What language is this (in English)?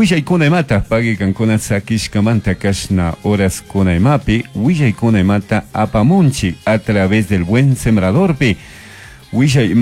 Chimborazo Highland Quichua